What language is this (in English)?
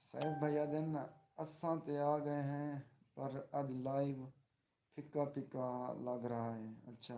Saraiki